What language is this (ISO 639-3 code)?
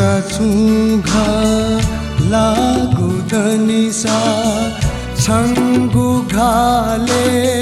new